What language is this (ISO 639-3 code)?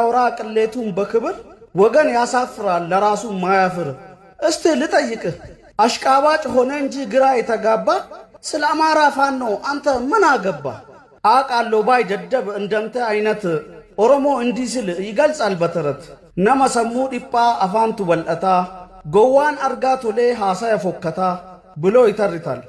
amh